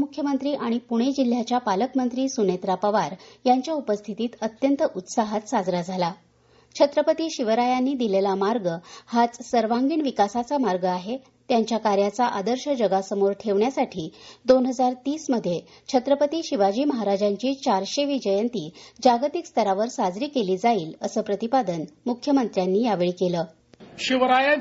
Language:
Marathi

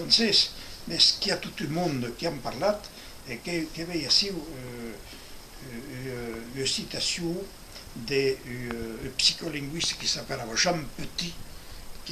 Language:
Occitan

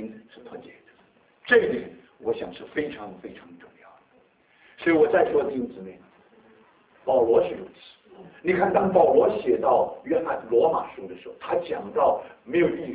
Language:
Chinese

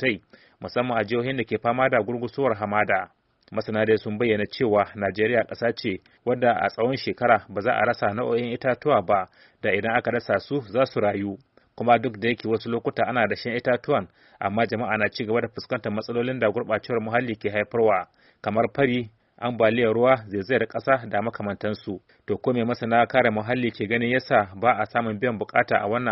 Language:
Hausa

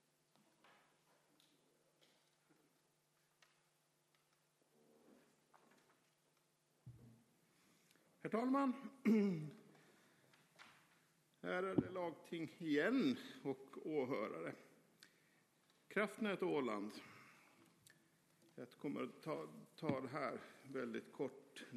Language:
Swedish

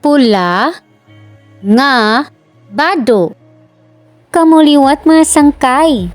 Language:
Waray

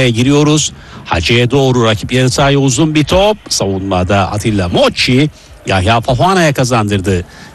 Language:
Turkish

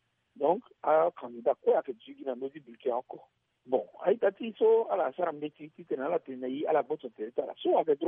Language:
Sango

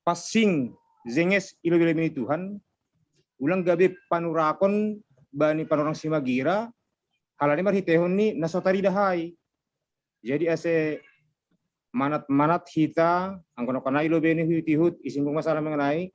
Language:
Batak Simalungun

